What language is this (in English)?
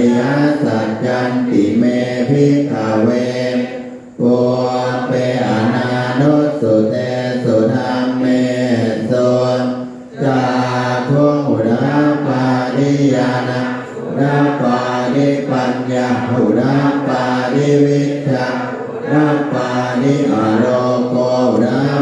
Pali